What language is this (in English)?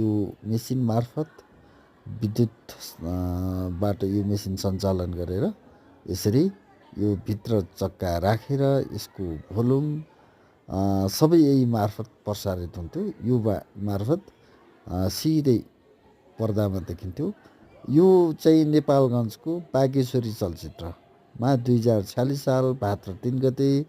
Nepali